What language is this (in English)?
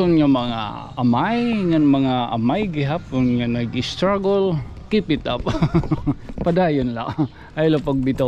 Waray